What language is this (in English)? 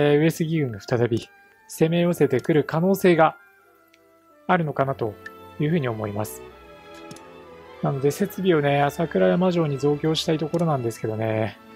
Japanese